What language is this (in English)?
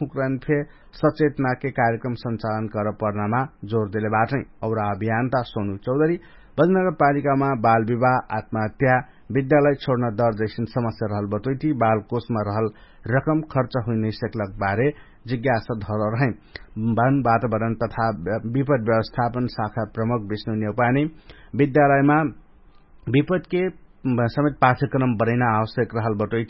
Dangaura Tharu